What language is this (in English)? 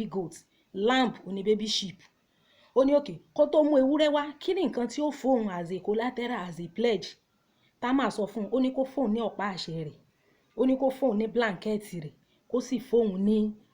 Yoruba